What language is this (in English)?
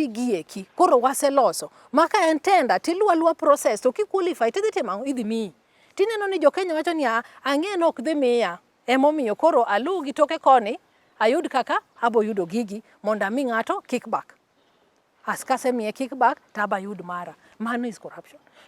Luo (Kenya and Tanzania)